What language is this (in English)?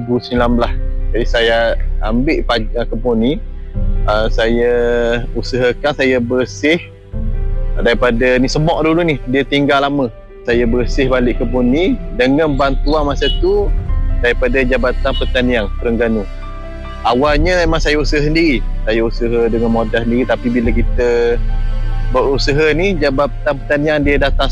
Malay